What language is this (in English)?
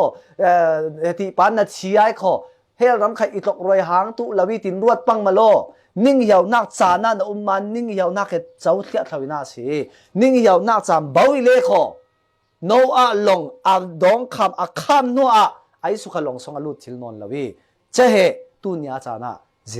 Falam Chin